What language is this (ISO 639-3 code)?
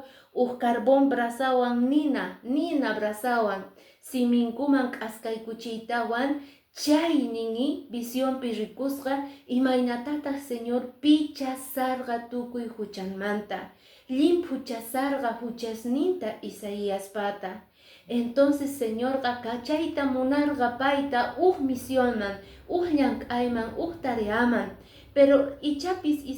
que